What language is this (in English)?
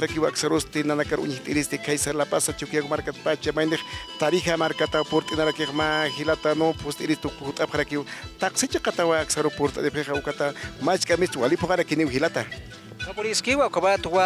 Aymara